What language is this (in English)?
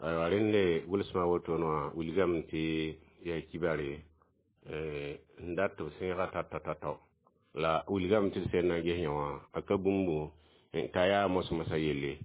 Mossi